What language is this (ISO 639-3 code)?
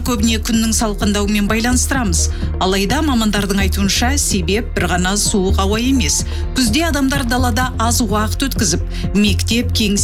kaz